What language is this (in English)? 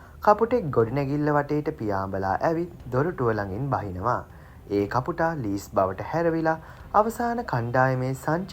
Sinhala